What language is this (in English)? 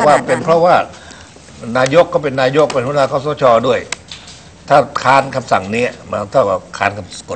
Thai